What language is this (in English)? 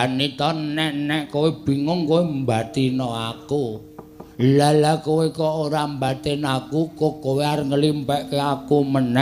Javanese